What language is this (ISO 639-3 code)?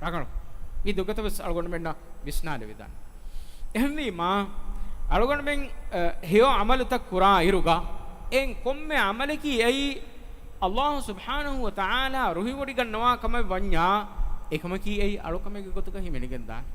div